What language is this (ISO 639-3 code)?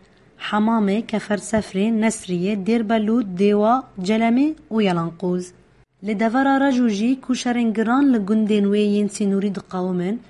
kur